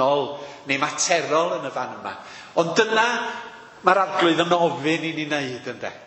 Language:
Welsh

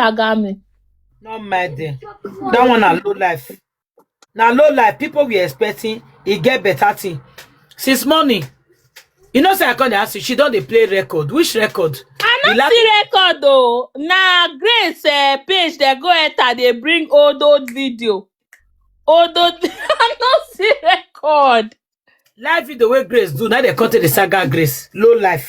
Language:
Nigerian Pidgin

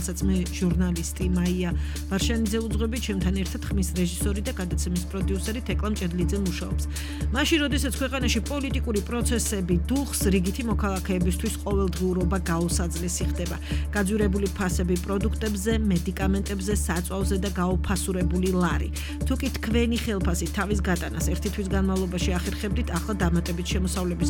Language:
Georgian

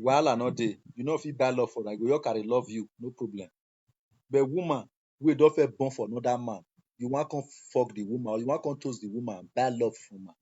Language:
Nigerian Pidgin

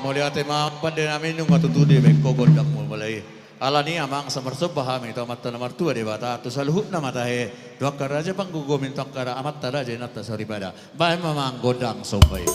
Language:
Batak Toba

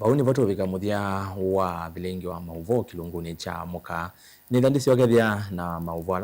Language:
Kamba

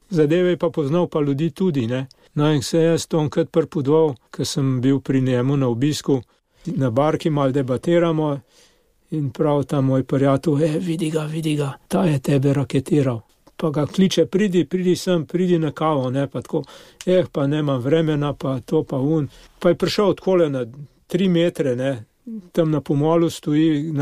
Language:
Slovenian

